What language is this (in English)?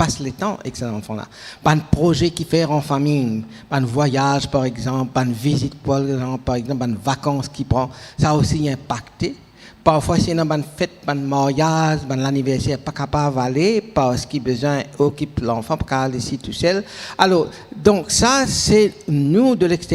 Morisyen